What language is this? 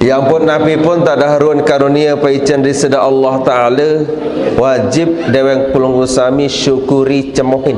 Sasak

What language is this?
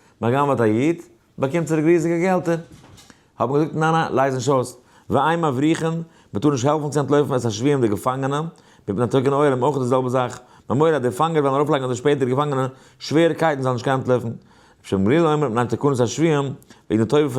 Yiddish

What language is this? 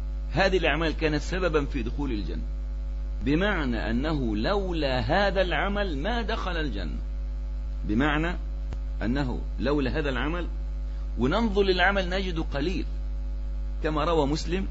Arabic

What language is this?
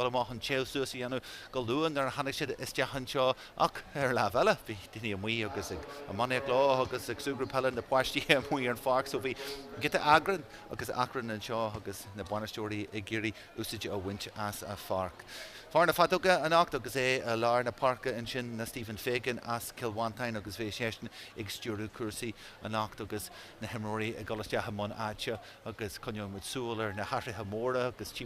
Irish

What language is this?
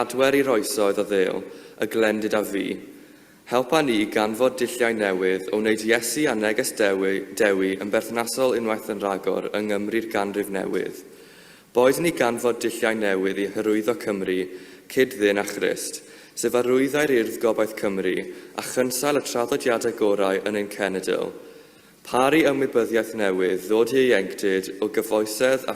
Welsh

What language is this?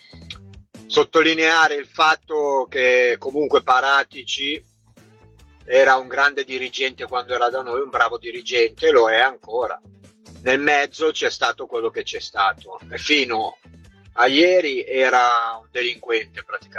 Italian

